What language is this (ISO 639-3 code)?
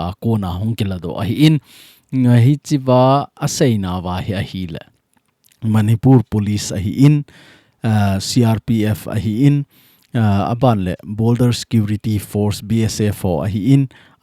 tcz